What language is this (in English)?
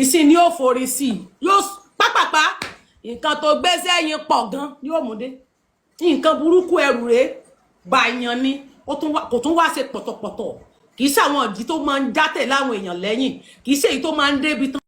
Yoruba